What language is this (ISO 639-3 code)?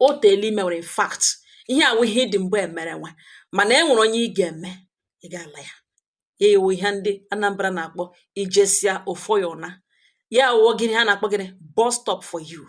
ibo